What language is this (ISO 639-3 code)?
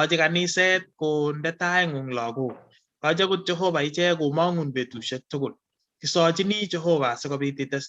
kln